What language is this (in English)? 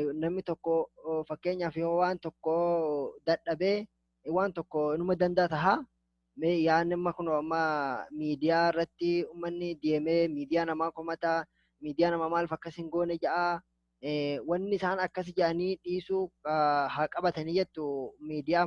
Oromo